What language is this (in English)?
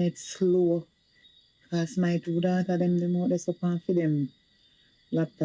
Jamaican Creole English